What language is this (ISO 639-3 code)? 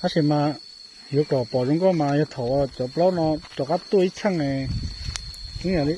hmn